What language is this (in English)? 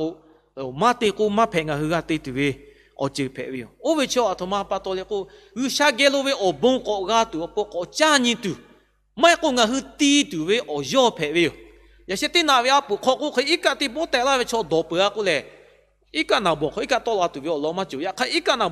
Lahu